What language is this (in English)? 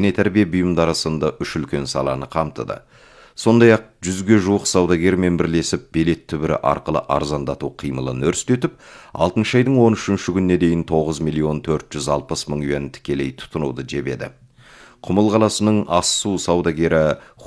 Kazakh